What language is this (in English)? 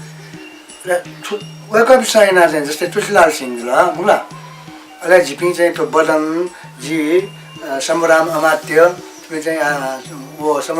Newari